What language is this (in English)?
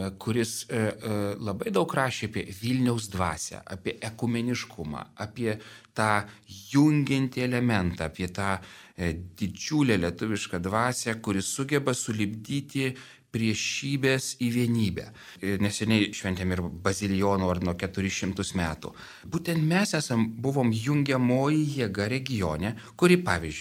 Lithuanian